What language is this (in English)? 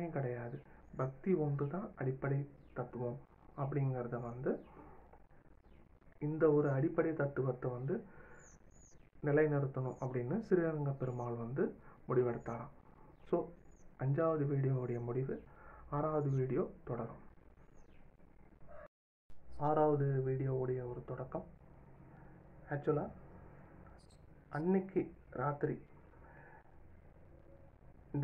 Tamil